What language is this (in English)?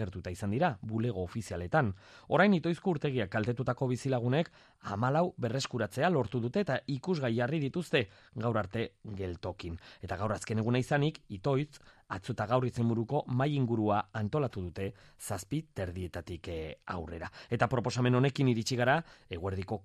Basque